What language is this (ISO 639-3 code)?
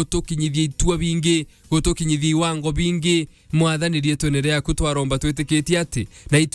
mer